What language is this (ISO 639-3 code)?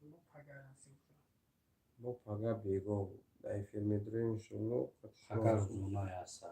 tgk